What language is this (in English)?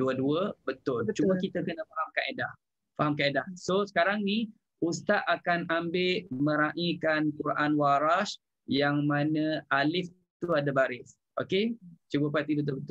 Malay